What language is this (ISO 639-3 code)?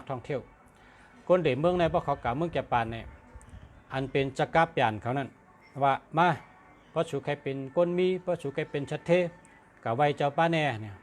shn